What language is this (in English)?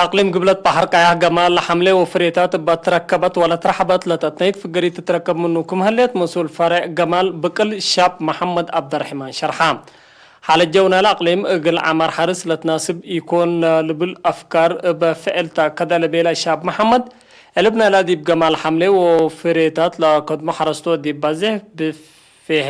Tigre